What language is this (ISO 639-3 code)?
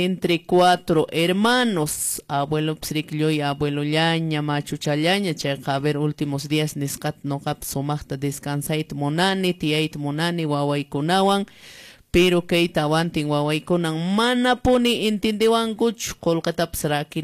que